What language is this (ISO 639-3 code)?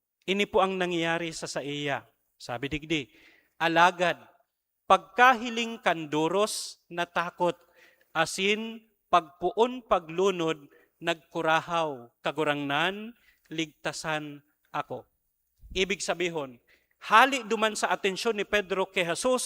bik